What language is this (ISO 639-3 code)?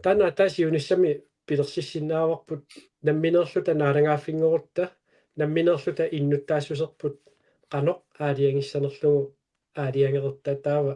kal